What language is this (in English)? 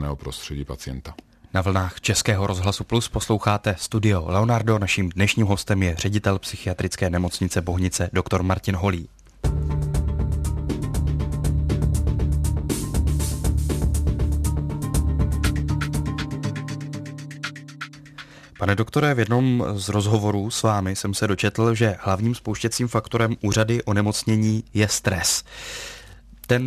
Czech